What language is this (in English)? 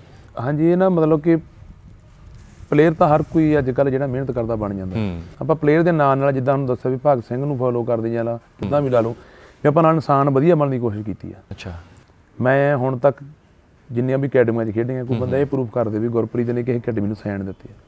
Punjabi